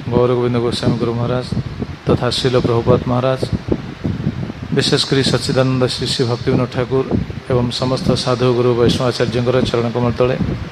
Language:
Odia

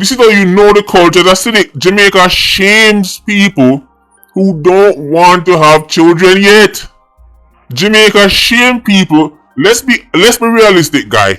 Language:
Jamaican Creole English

